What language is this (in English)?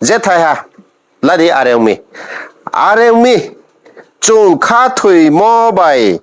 Riang (India)